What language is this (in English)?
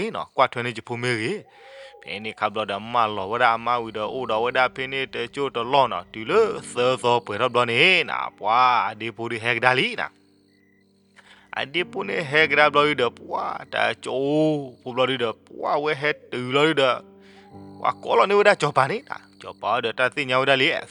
S'gaw Karen